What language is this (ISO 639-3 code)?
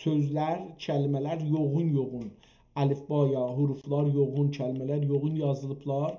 azb